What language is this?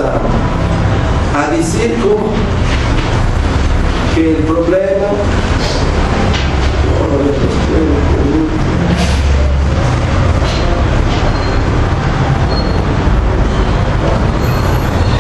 Spanish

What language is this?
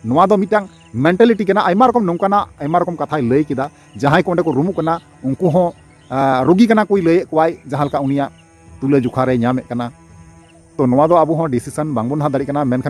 Santali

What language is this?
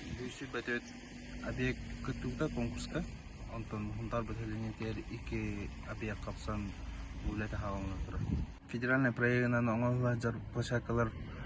Yakut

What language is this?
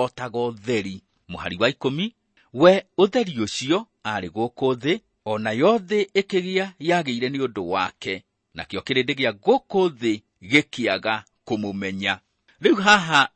Kikuyu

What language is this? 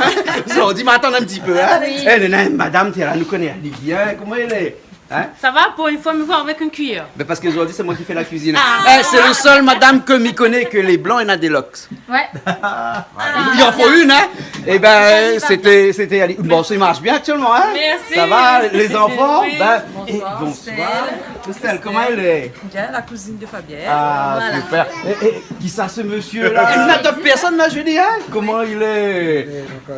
Réunion Creole French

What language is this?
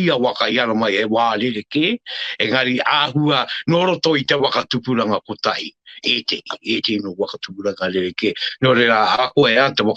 Māori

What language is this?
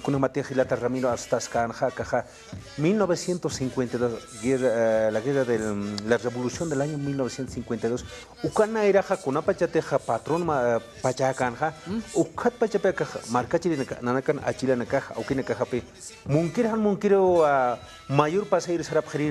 Aymara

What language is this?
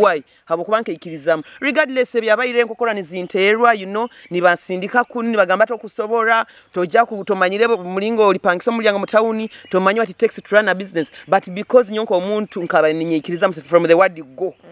Nyoro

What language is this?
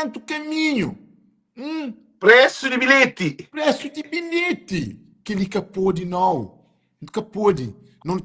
Kabuverdianu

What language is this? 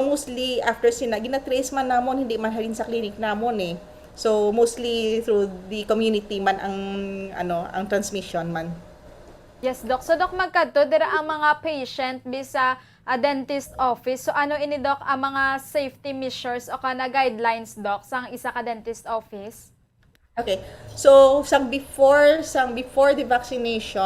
Hiligaynon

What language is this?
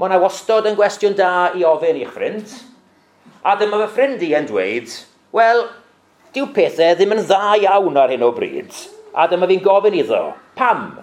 Welsh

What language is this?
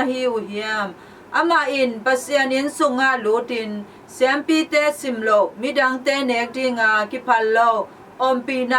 Tedim Chin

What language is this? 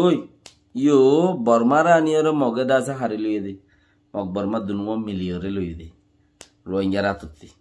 Rohingya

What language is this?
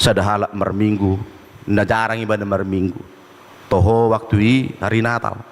Batak Toba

